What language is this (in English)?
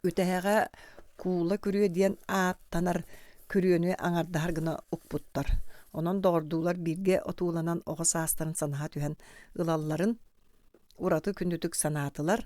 Yakut